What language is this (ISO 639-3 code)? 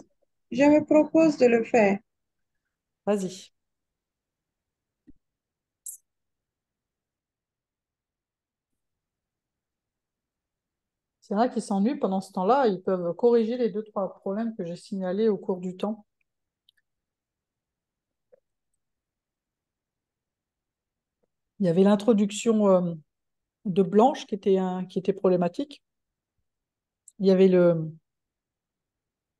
fra